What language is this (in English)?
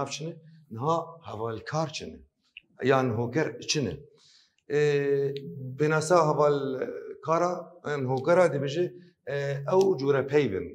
Kurdish